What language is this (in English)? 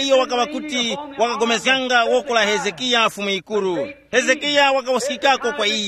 Tumbuka